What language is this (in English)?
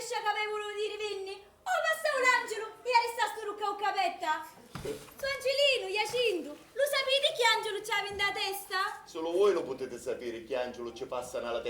Sicilian